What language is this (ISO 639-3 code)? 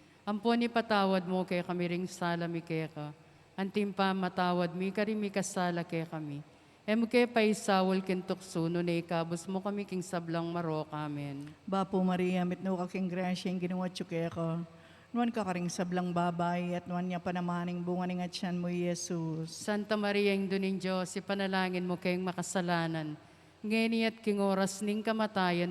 pam